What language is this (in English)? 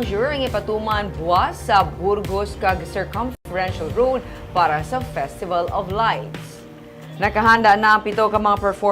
Hiligaynon